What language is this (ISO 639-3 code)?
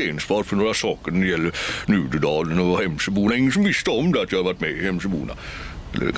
swe